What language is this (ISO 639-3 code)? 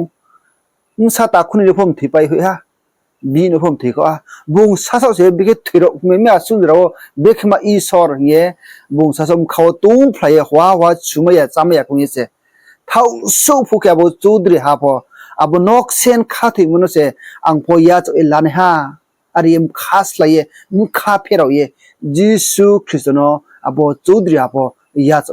ria